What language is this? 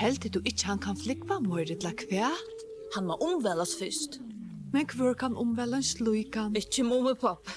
Faroese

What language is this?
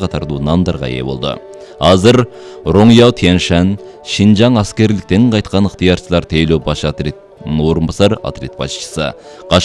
Kyrgyz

